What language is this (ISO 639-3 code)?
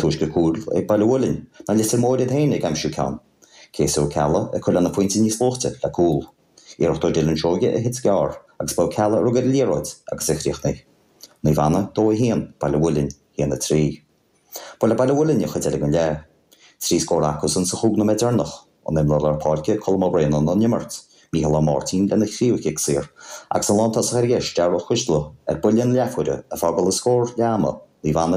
gle